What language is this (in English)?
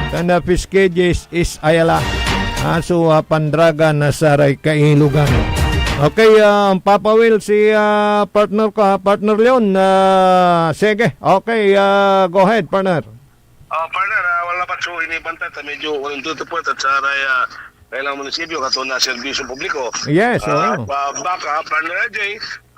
Pangasinan